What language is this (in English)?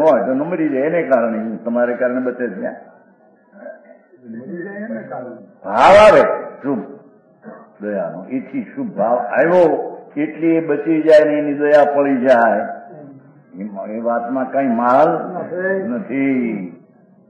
Gujarati